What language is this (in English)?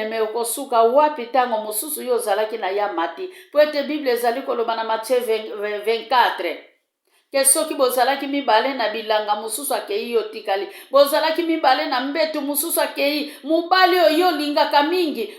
Lingala